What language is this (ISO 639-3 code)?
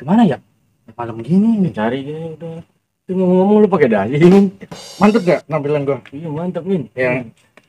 bew